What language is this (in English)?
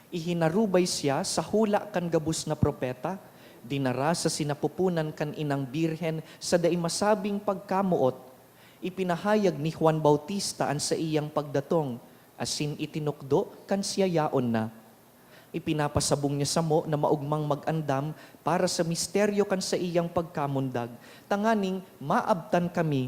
Bikol